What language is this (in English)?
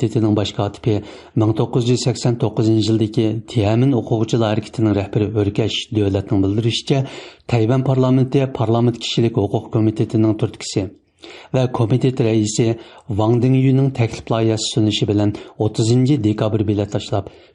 Uyghur